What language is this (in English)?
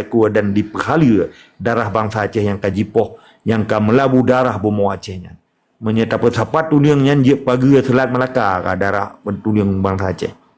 Achinese